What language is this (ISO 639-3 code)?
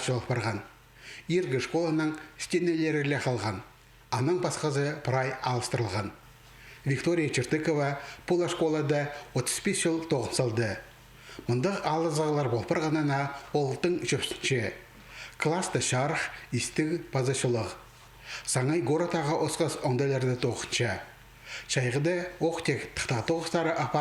kjh